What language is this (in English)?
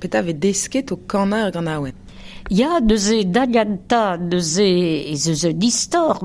Breton